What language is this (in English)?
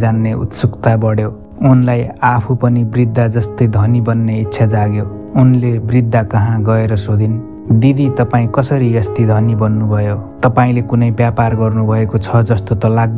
Nepali